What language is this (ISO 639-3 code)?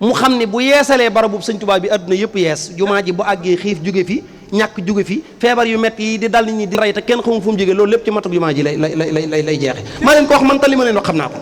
wol